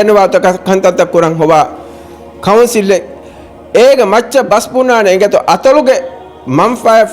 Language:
Divehi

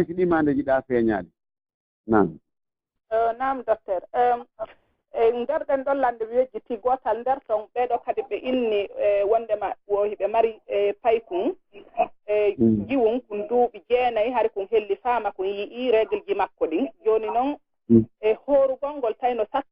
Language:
Pular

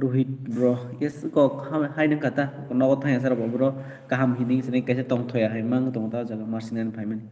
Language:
Kok Borok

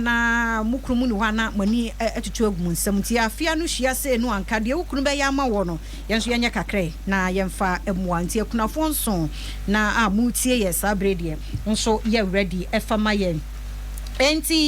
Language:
Akan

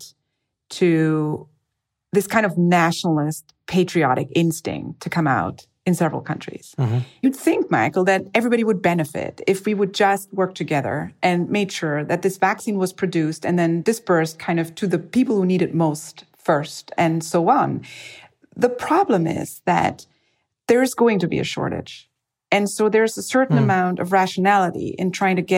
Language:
English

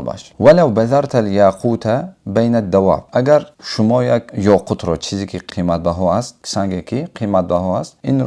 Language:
Tajik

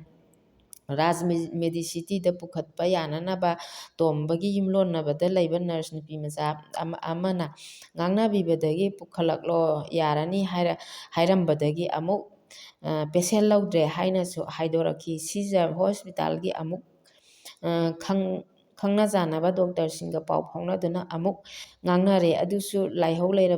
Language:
Manipuri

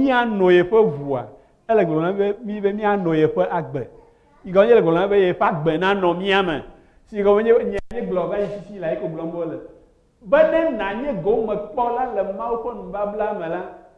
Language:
Ewe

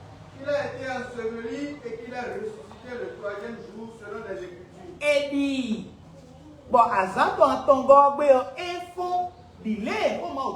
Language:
Fon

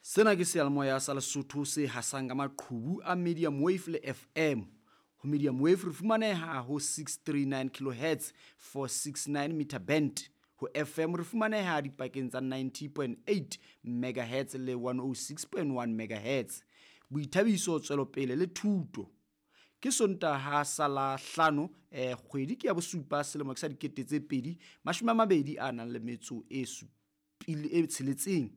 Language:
Southern Sotho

